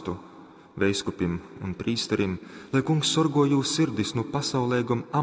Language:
Latgalian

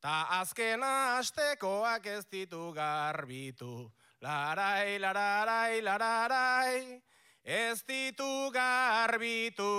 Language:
Basque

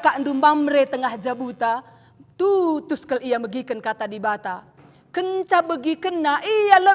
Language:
Batak Karo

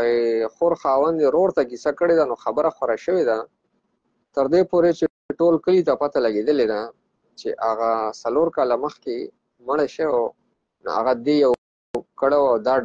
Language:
Pashto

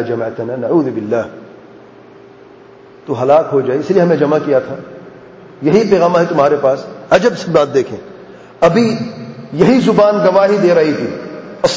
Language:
Urdu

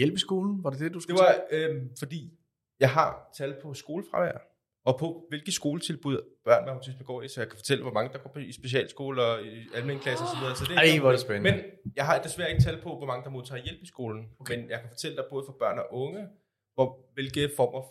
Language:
Danish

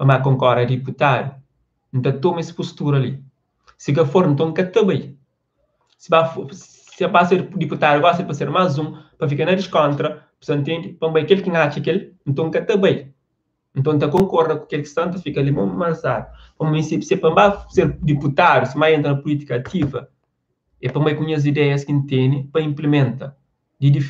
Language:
Kabuverdianu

